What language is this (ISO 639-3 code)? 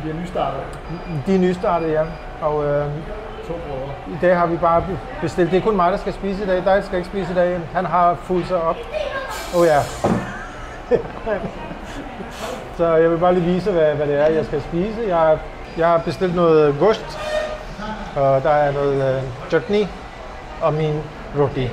dan